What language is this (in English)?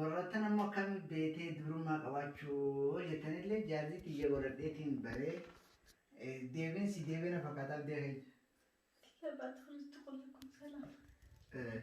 Oromo